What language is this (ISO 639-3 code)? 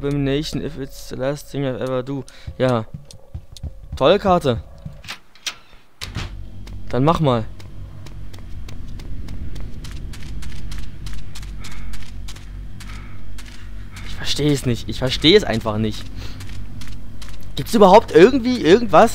deu